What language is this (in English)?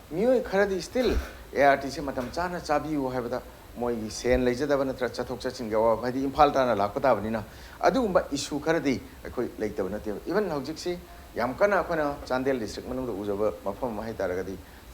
Manipuri